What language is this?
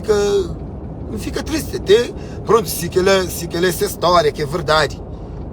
Kabuverdianu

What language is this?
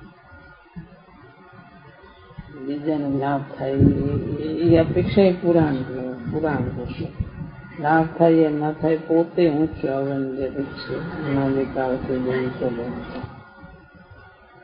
Gujarati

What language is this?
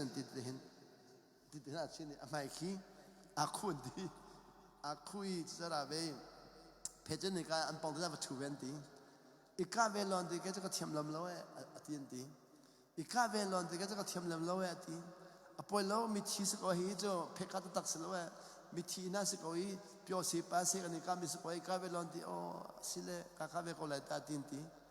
Hakha Chin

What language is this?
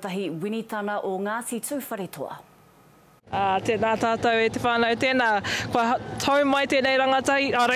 Māori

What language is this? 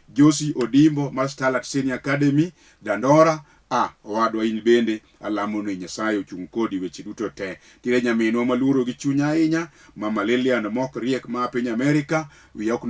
Luo (Kenya and Tanzania)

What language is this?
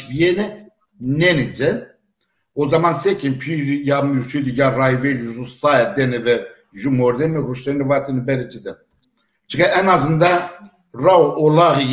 Zaza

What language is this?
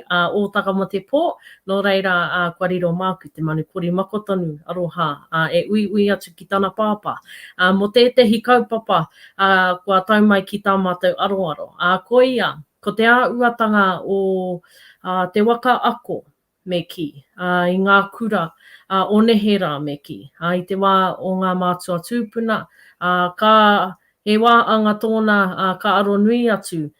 Māori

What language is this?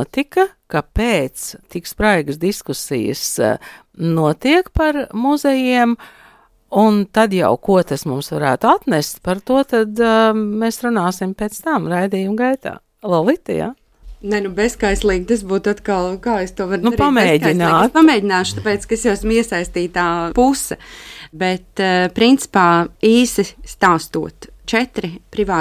Latvian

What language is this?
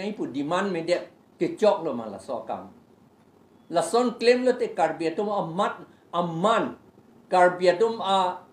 Karbi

